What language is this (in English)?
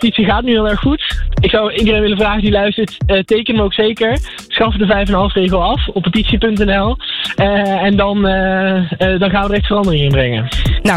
Dutch